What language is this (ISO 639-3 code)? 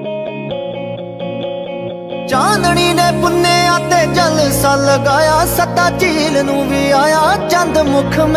pan